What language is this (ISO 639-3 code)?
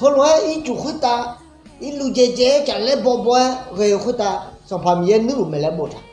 ahk